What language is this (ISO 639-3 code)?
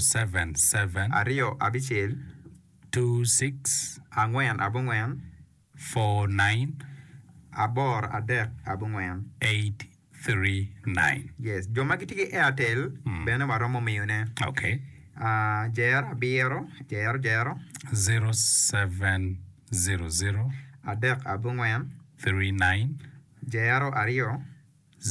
ach